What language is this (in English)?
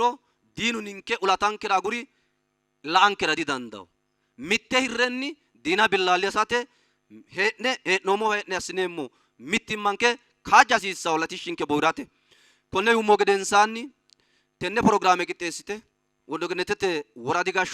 Sidamo